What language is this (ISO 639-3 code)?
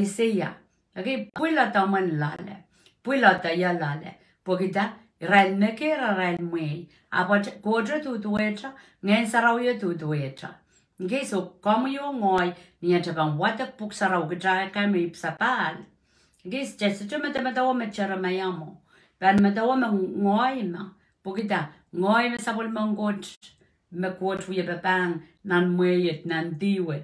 pon